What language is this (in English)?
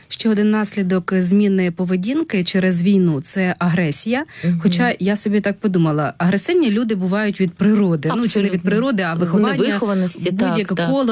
Ukrainian